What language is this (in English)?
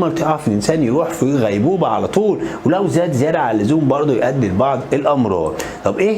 Egyptian Arabic